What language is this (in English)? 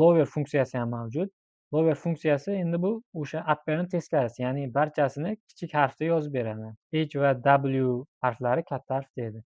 Uzbek